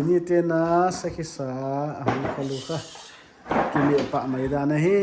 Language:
Paite Chin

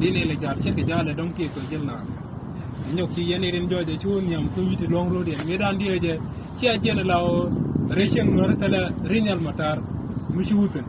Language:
Nuer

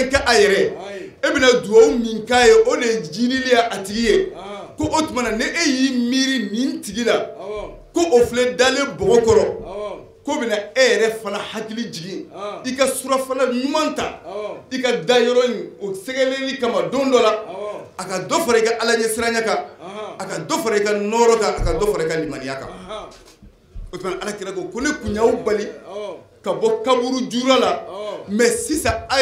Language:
Bambara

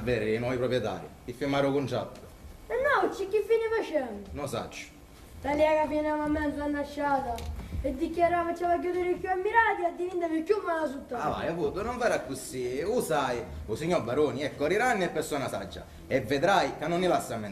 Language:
Sicilian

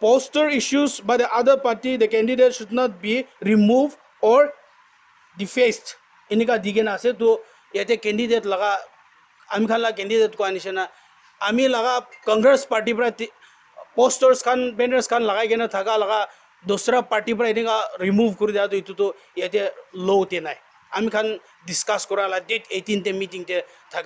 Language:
Naga Pidgin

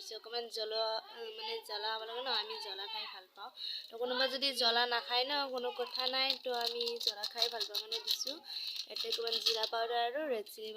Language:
Assamese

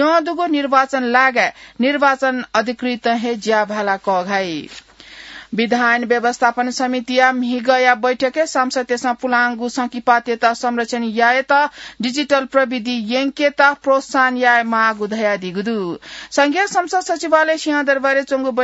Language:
Newari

